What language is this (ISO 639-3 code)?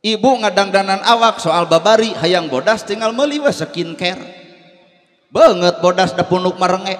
sun